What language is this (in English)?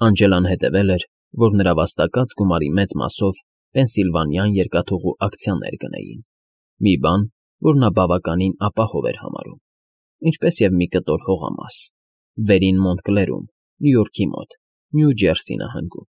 Armenian